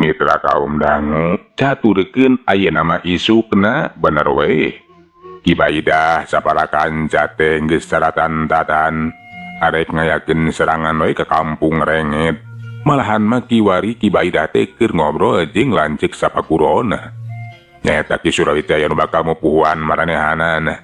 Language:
Sundanese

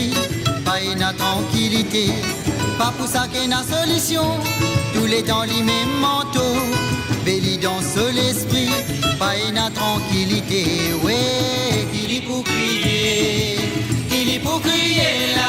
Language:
Morisyen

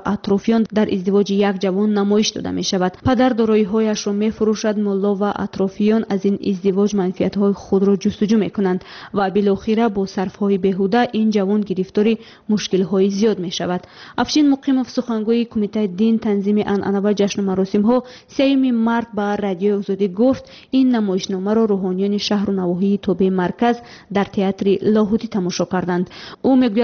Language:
Tajik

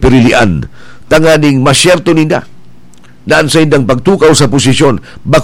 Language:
Bikol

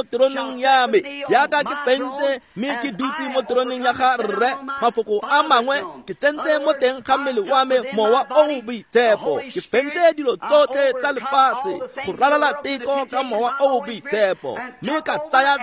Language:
Tswana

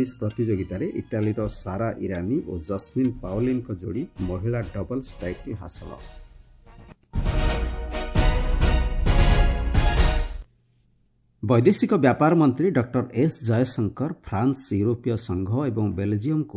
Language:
Odia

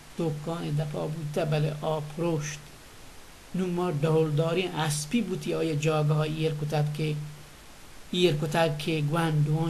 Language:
Baluchi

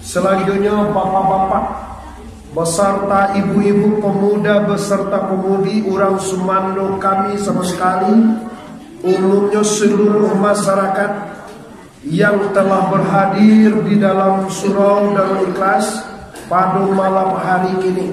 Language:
Minangkabau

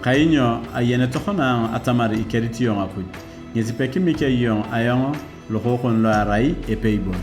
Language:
Turkana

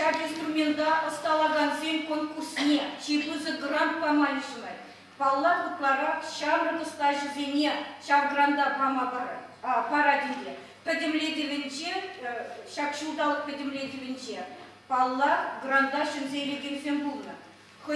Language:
Chuvash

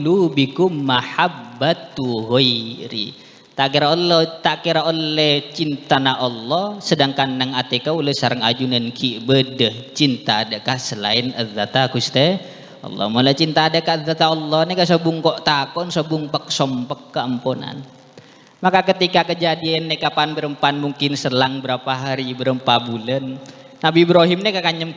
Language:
Madurese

